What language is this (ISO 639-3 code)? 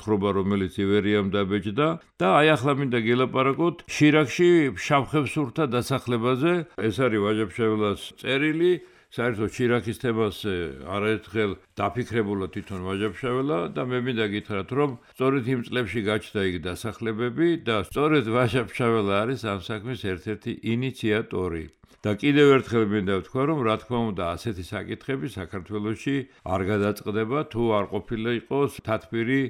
kat